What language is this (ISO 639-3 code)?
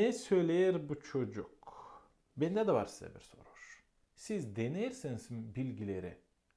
gag